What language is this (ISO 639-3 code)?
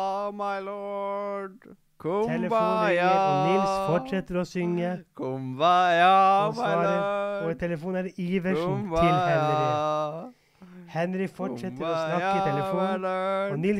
nor